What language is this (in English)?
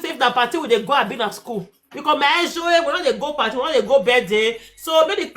Nigerian Pidgin